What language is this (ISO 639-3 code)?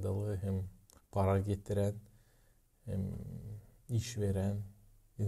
gag